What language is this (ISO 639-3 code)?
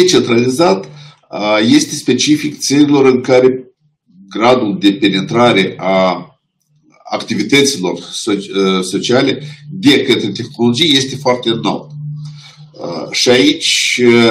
ron